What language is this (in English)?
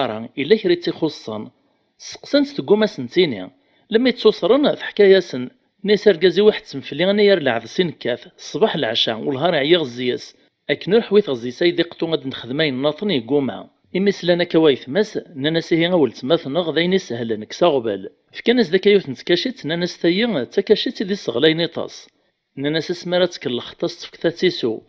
Kabyle